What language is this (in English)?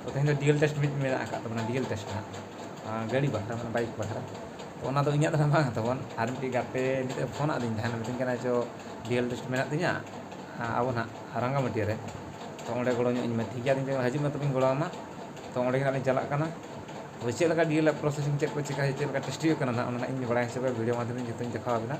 Santali